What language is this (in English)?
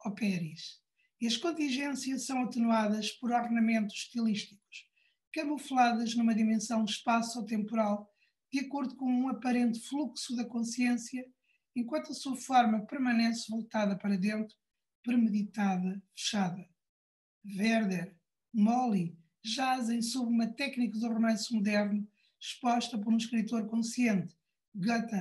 Portuguese